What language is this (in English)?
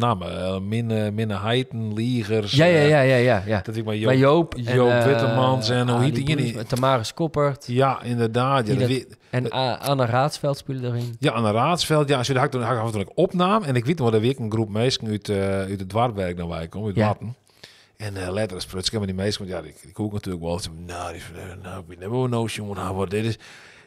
Western Frisian